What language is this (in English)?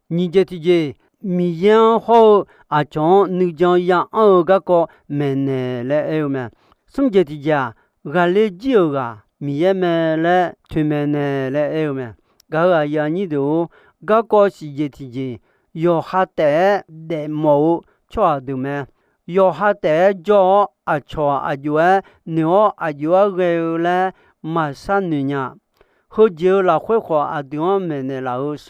Akha